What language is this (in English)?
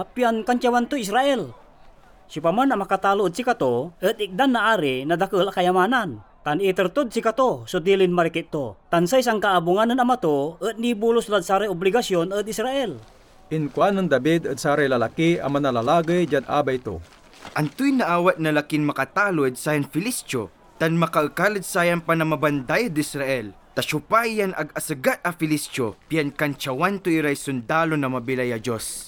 Pangasinan